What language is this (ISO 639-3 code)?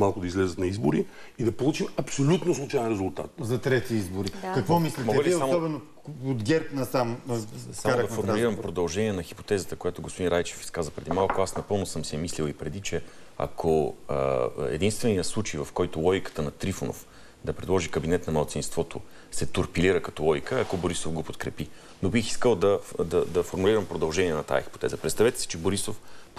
bul